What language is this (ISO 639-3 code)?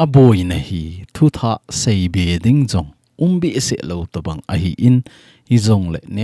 tcz